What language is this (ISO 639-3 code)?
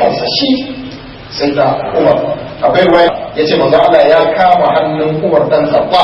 hau